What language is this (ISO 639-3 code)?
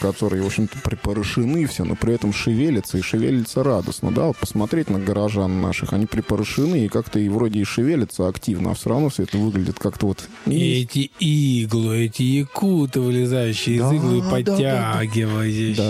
rus